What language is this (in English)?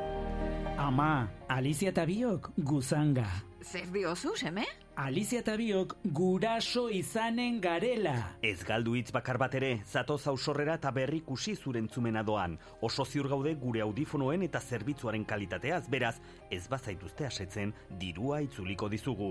Basque